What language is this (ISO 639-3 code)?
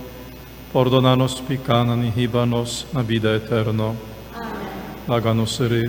pap